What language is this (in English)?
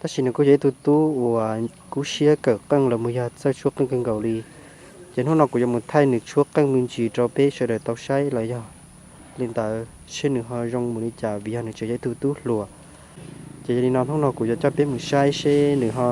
Hmong